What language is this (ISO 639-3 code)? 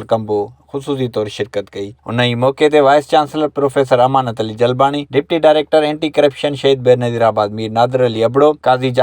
snd